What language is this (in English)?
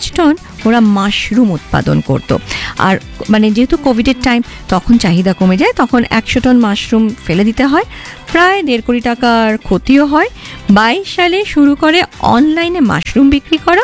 Bangla